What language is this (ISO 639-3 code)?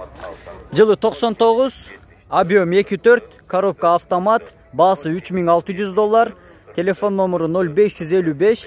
kir